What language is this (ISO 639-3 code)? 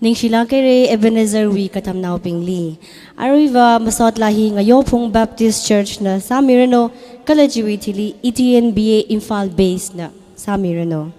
nmf